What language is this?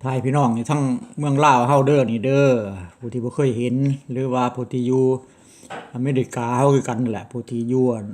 Lao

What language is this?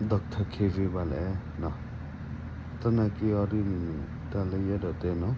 S'gaw Karen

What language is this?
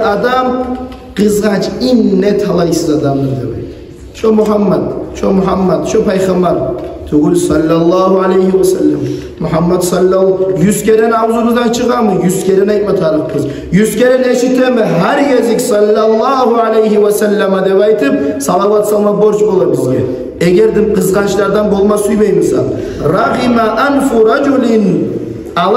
Kumyk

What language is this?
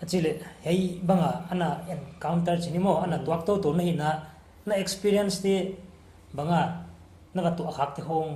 Paite Chin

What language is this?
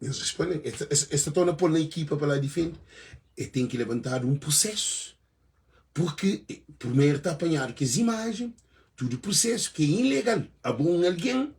Kabuverdianu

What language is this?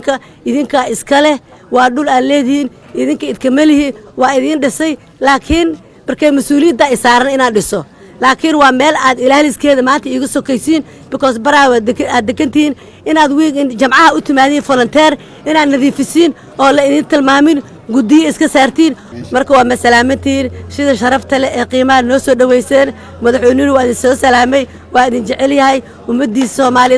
Somali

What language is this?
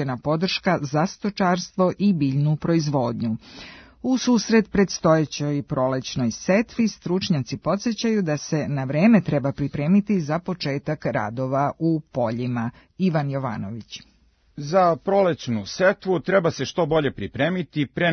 Serbian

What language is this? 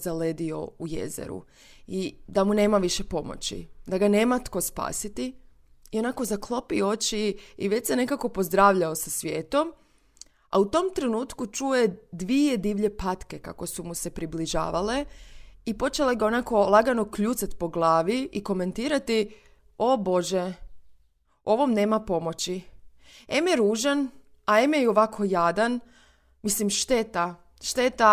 Croatian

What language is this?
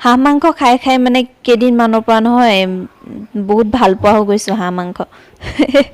Assamese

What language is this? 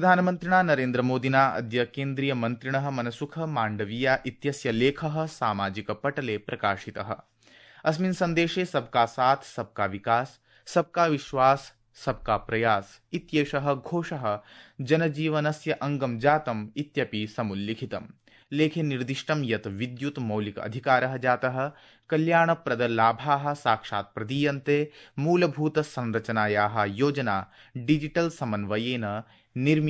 Sanskrit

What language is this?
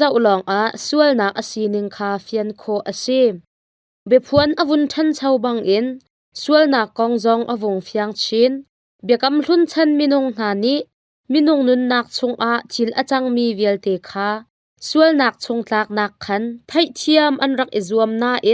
Hakha Chin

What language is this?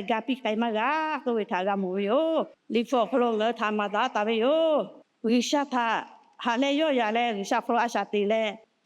Lahu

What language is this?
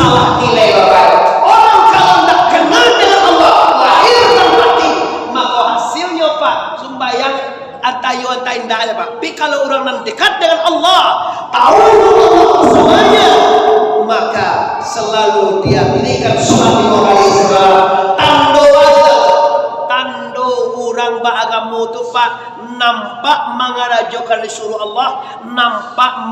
Minangkabau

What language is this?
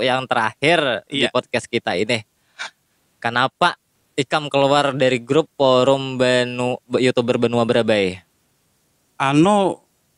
Banjar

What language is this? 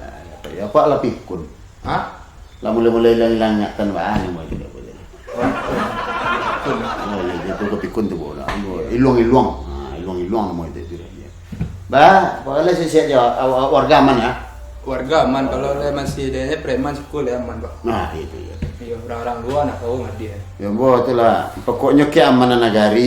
Minangkabau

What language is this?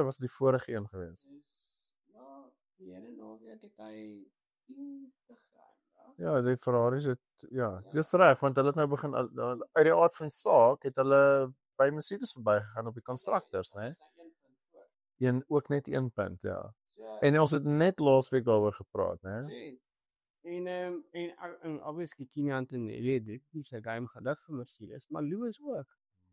Afrikaans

